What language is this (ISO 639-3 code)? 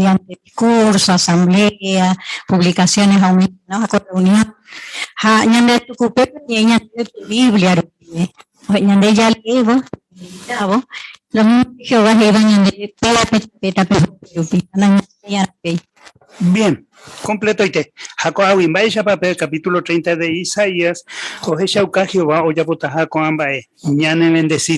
grn